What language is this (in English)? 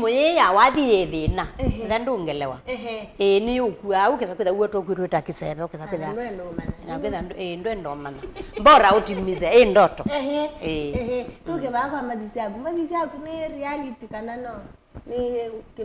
Kamba